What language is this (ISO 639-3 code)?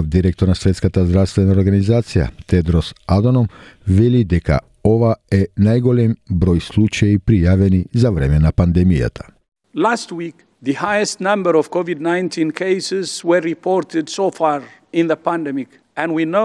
mkd